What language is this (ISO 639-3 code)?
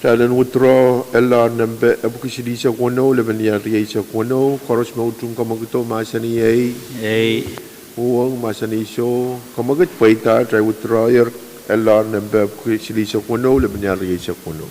pon